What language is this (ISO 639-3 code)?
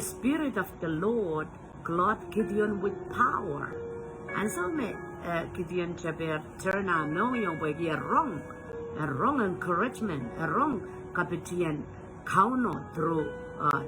pon